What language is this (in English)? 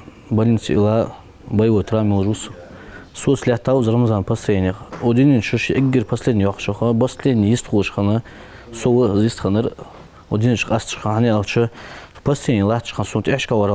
Ingush